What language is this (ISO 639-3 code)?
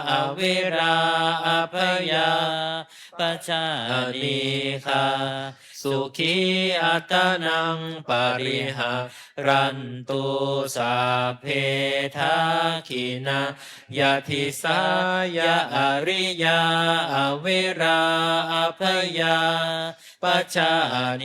pli